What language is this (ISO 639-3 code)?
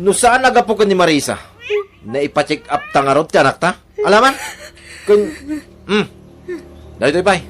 ilo